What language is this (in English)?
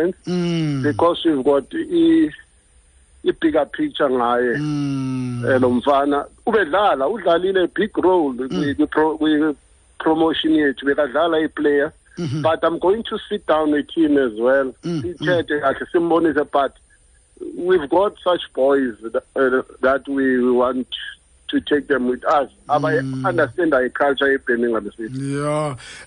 Xhosa